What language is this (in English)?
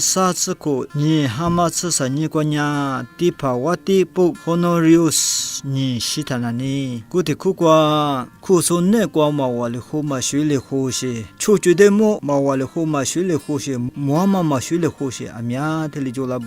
Lisu